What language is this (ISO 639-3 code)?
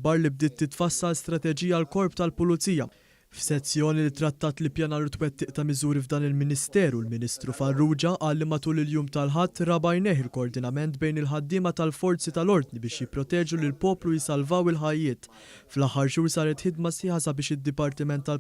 mlt